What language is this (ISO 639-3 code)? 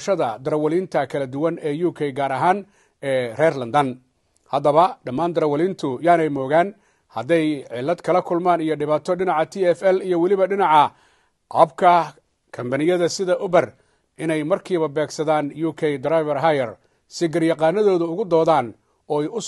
som